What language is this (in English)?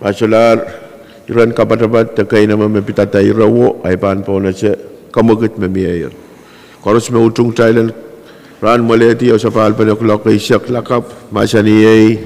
Pohnpeian